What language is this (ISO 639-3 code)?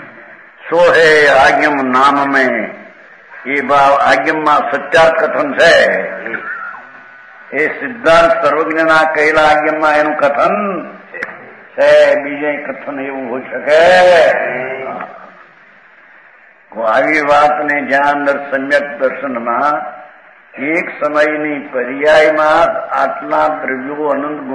guj